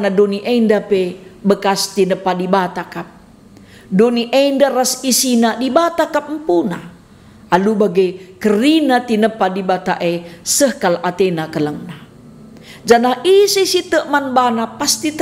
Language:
Batak Karo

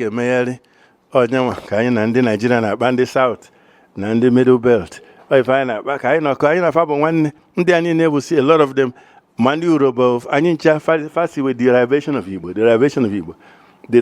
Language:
Igbo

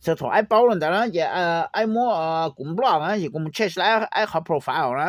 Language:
Hmong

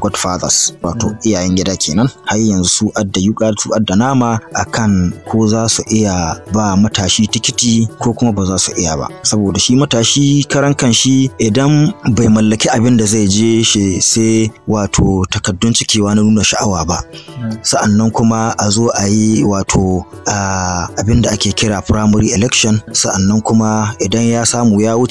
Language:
Hausa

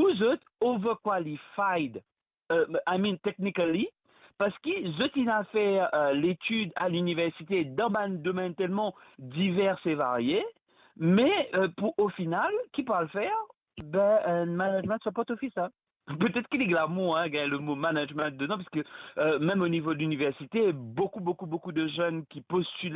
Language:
Morisyen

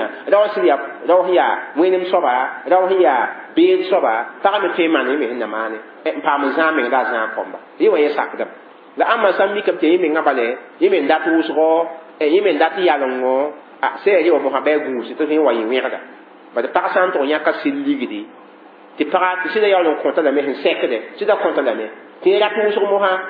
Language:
Mossi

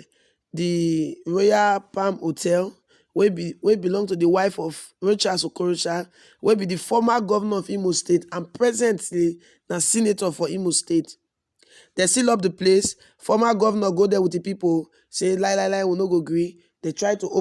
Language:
Nigerian Pidgin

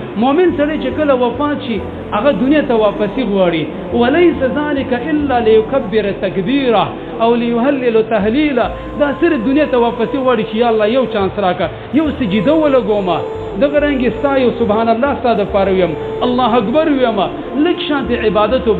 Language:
Pashto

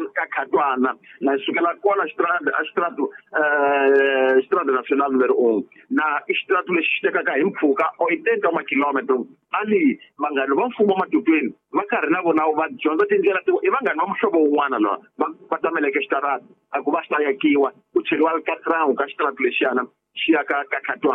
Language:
Tsonga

